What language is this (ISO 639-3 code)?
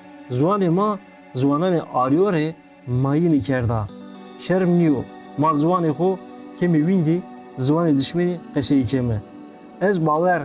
zza